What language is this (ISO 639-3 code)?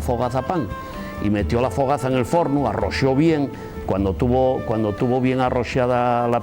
ast